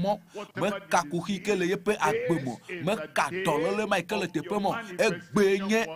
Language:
Ewe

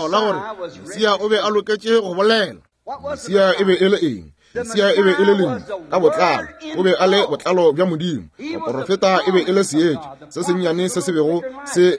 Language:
Northern Sotho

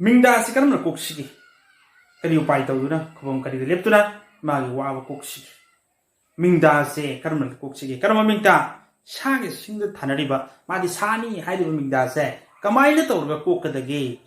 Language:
Manipuri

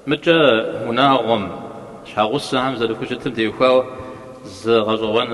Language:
Kabardian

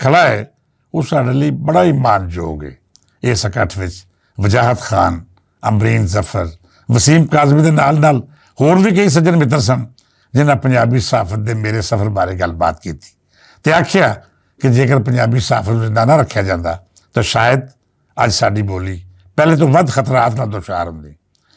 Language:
Western Panjabi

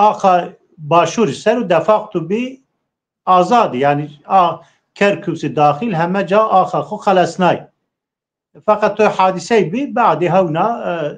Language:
Zaza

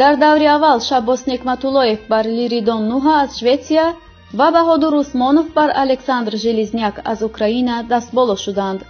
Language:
Tajik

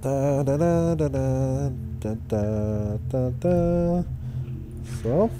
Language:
Swiss German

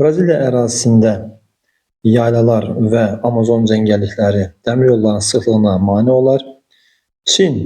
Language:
Azerbaijani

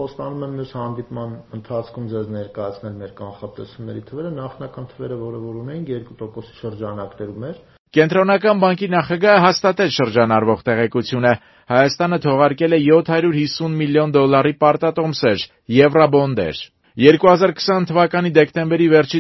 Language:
Armenian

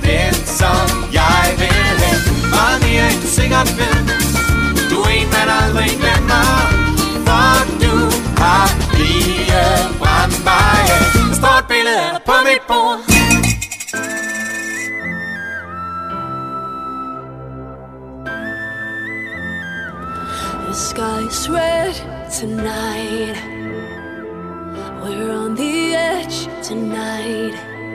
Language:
Danish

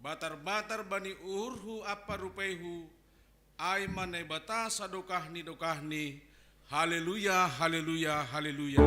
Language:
Batak Simalungun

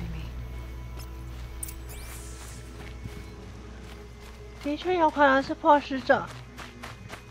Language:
Chinese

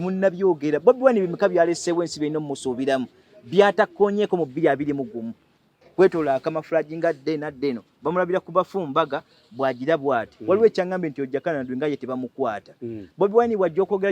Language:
Ganda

